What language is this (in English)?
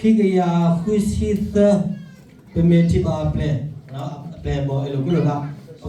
S'gaw Karen